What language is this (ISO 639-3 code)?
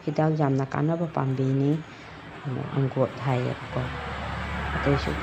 mni